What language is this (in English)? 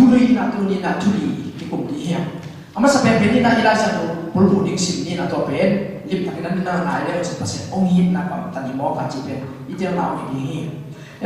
Tedim Chin